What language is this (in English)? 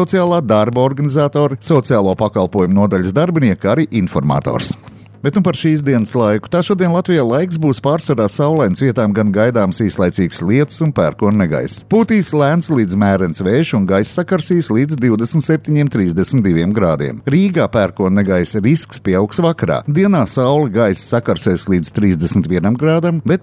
Latvian